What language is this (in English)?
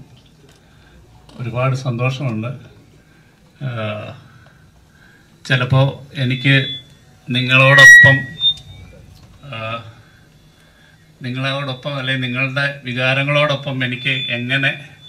Malayalam